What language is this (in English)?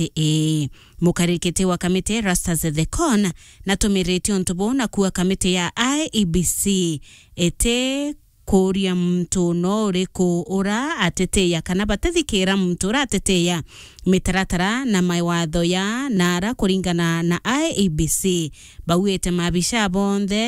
Meru